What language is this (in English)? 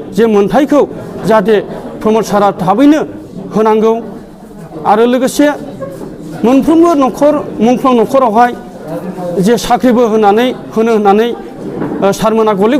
Bodo